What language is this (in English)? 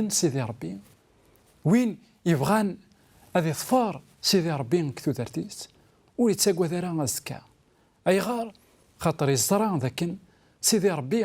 Kabyle